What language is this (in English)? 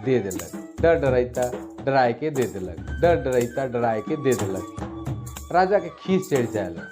Sadri